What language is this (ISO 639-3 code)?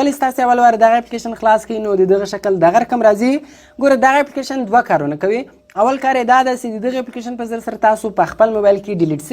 pus